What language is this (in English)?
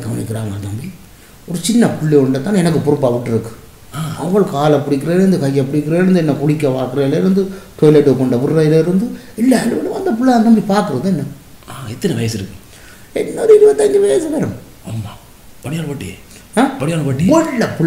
Tamil